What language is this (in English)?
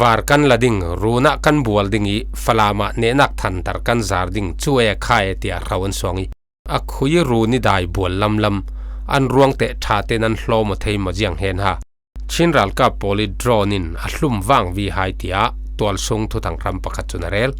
Falam Chin